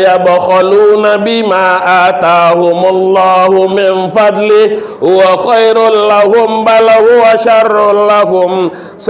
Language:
Minangkabau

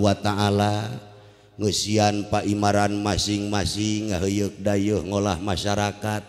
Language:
Sundanese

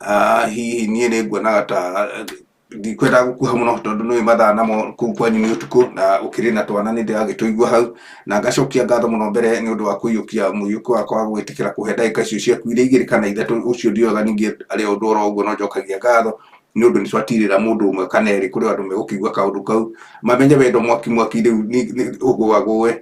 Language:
Kikuyu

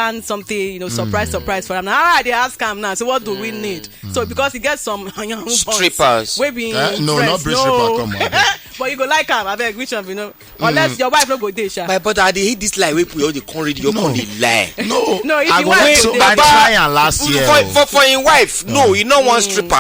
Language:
Nigerian Pidgin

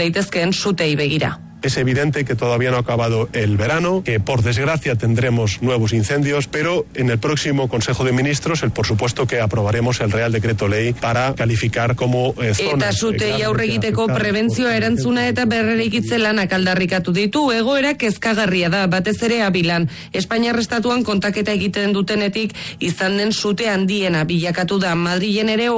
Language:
Basque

